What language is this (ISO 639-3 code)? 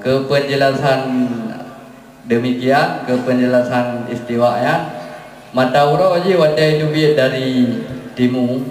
ace